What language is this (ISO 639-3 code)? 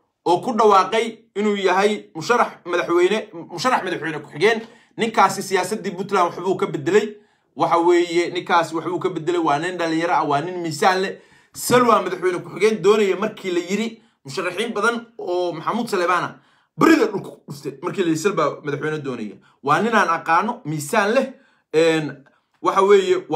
som